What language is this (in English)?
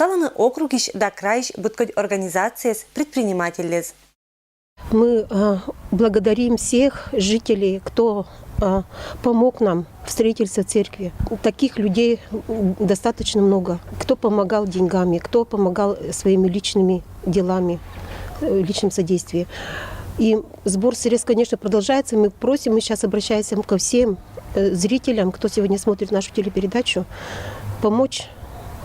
Komi-Permyak